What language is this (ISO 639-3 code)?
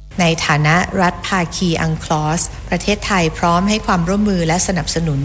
tha